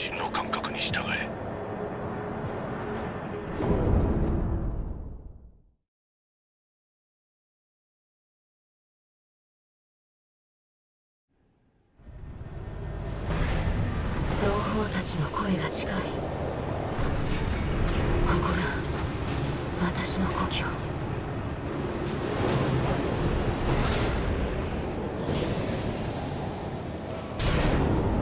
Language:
Japanese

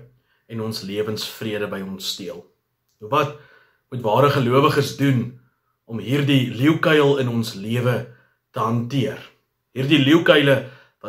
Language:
Afrikaans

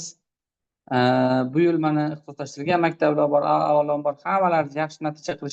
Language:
Uzbek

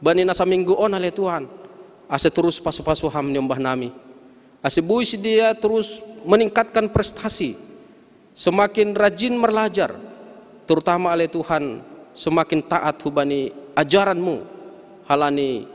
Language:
Batak Simalungun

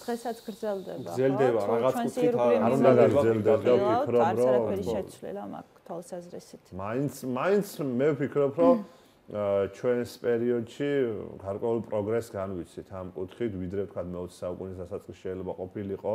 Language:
Georgian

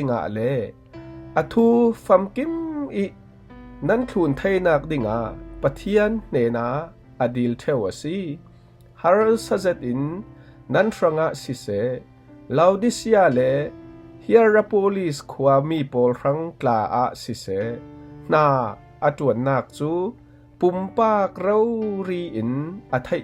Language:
Falam Chin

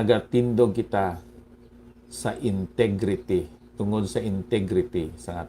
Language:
Hiligaynon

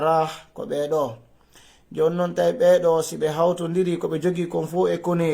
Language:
Fula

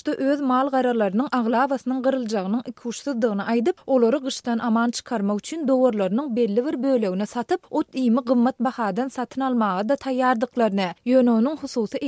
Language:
Turkmen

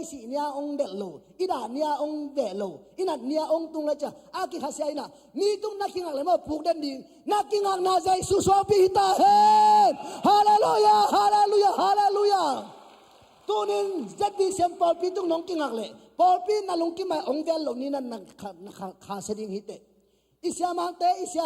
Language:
Tedim Chin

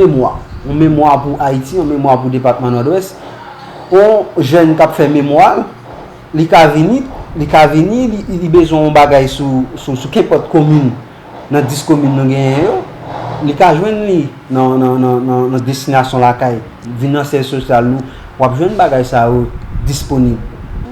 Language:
Haitian Creole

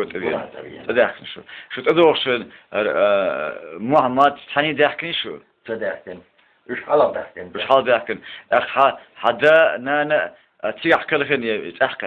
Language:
Chechen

